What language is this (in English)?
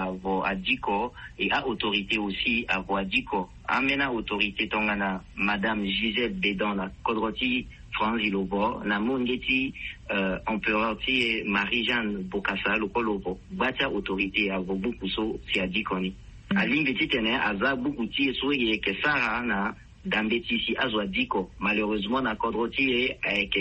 Sango